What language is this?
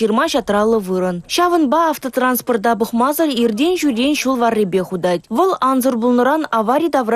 Chuvash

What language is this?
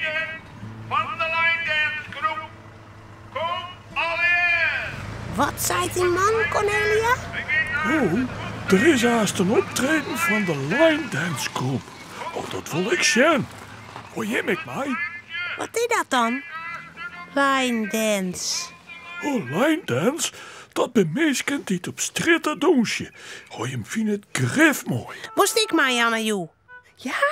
Western Frisian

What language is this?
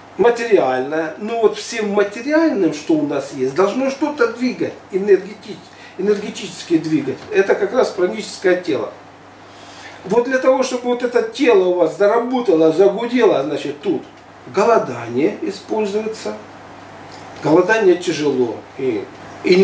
Russian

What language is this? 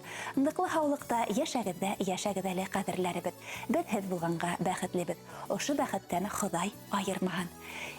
Bashkir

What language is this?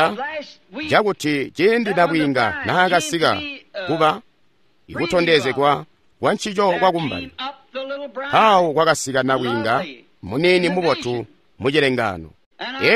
Tonga (Zambia)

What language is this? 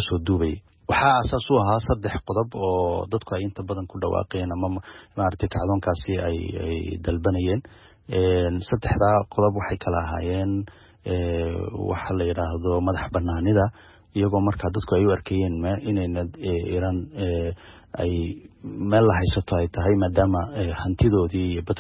Somali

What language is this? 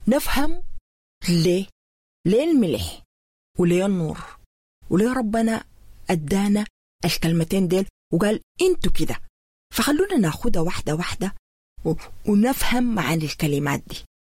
Sudanese Arabic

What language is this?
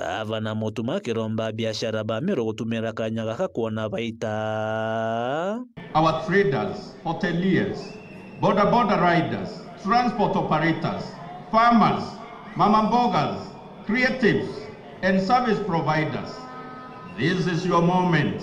Meru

